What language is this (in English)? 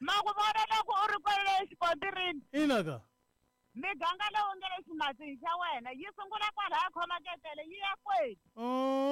Tsonga